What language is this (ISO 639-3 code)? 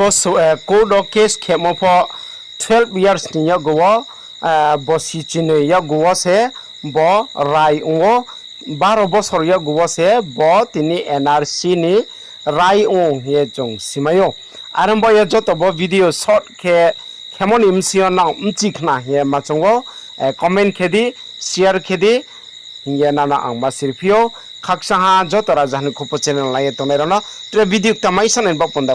ria